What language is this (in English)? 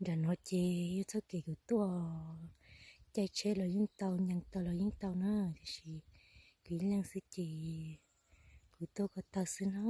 Hmong